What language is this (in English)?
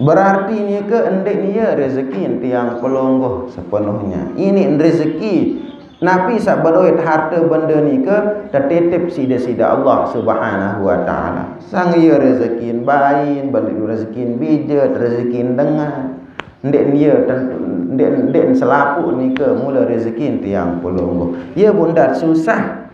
Sasak